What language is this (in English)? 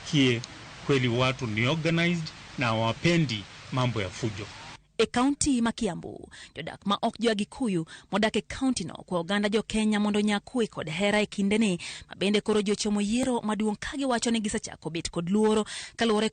Luo (Kenya and Tanzania)